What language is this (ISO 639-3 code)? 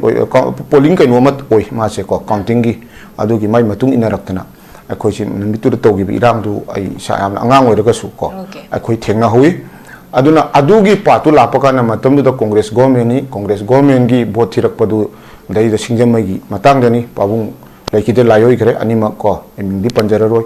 mni